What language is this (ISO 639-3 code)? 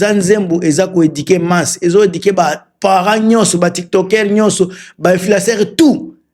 lin